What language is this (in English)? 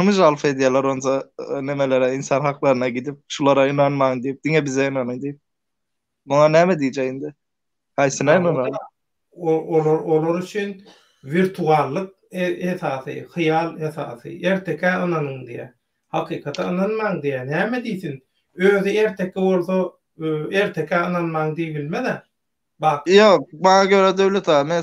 Turkmen